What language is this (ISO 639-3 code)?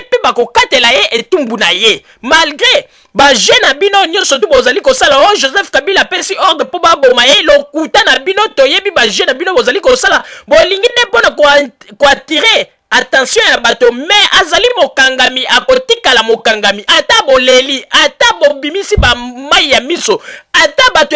lin